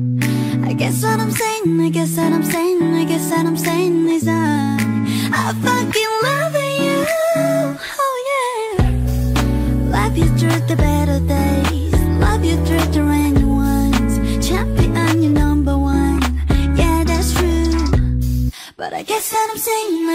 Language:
English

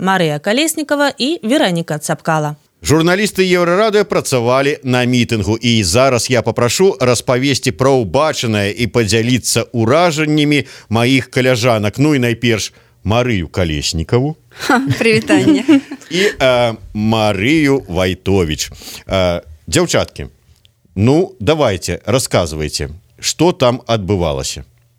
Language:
Belarusian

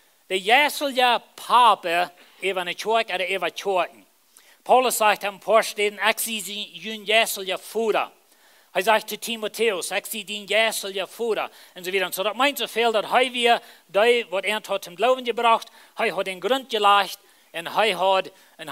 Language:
Plautdietsch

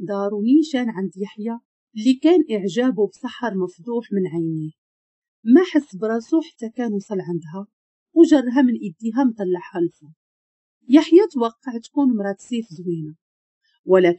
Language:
Moroccan Arabic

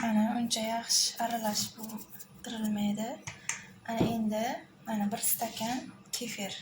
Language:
Uzbek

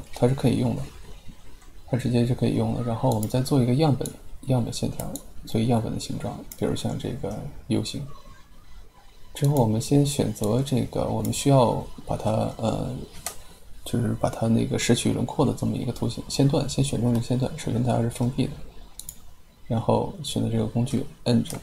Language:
Chinese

